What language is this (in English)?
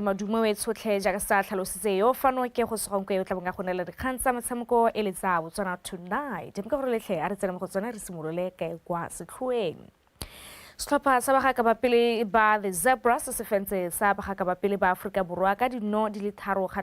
Tswana